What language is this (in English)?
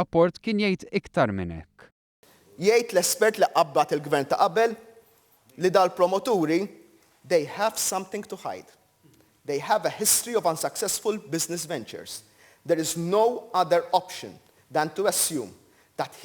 Maltese